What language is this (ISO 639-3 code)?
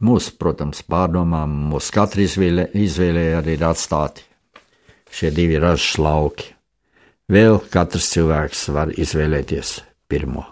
lav